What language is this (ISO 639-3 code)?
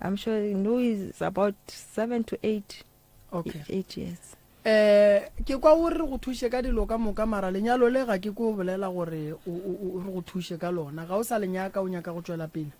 nso